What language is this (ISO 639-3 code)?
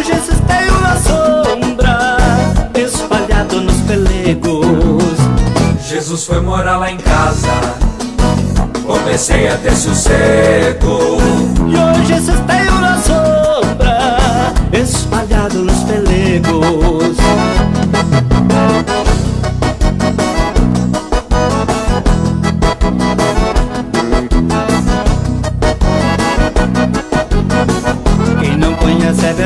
por